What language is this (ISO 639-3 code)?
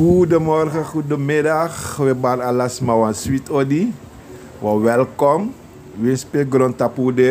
srn